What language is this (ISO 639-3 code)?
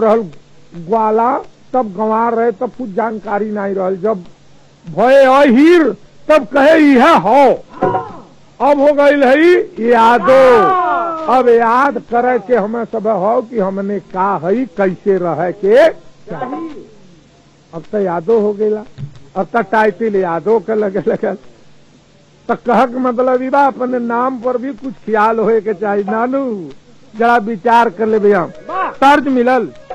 bho